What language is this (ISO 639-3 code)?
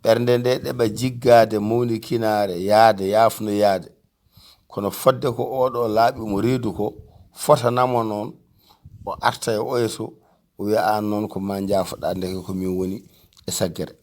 ful